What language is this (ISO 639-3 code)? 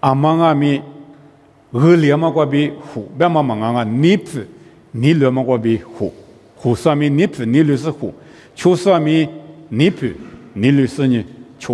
lis